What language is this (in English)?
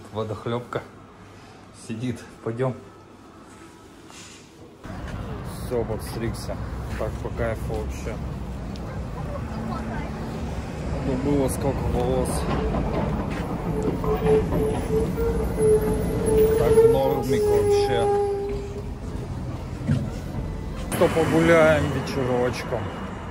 Russian